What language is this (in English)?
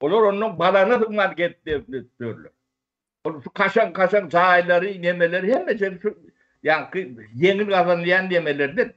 Turkmen